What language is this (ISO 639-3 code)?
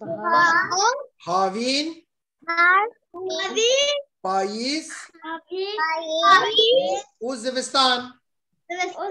kur